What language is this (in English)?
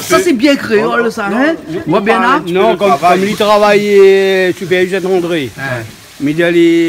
Réunion Creole French